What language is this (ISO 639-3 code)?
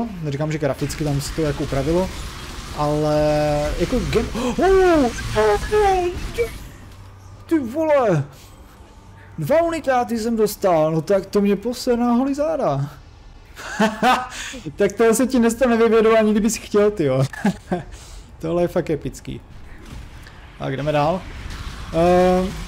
ces